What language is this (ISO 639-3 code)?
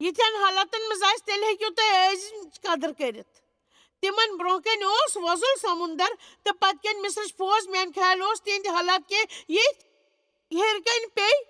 kas